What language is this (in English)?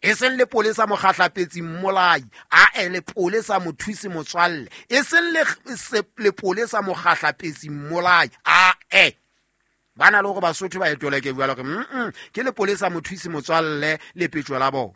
Southern Sotho